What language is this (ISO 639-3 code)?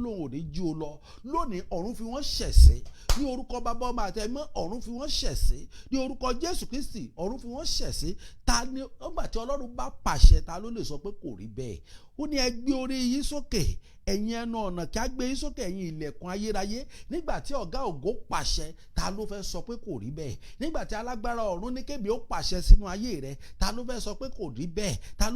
yor